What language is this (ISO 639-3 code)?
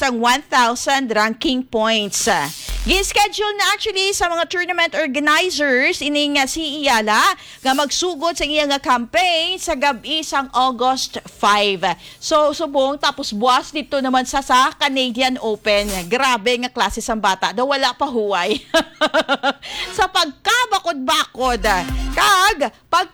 hil